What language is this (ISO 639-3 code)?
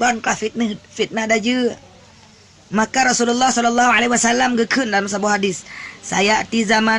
ace